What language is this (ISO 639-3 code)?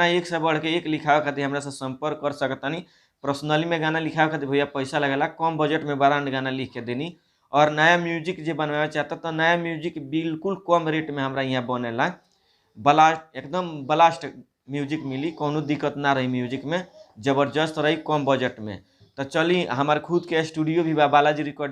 bho